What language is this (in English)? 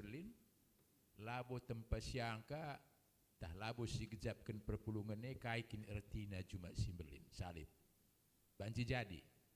Batak Karo